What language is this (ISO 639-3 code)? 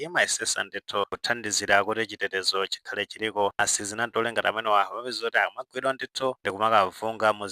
nya